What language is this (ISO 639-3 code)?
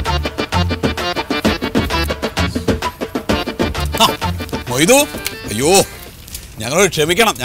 mal